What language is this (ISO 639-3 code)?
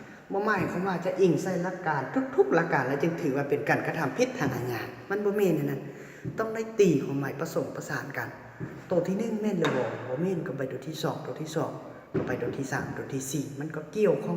lao